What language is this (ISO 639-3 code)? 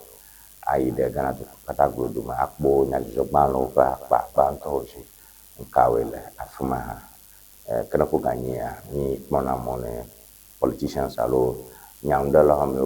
ewe